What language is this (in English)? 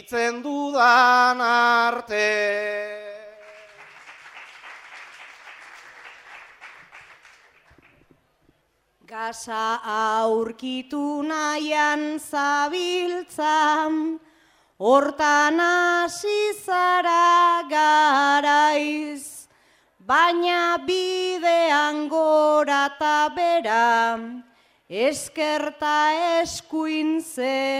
Basque